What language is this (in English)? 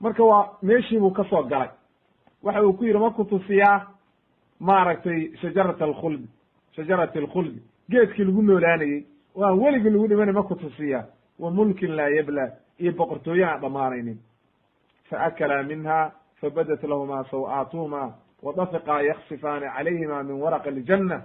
Somali